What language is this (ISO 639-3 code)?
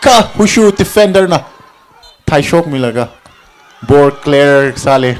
nmf